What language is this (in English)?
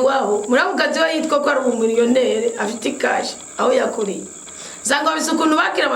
Rundi